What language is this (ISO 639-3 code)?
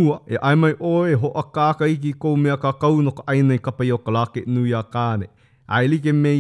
haw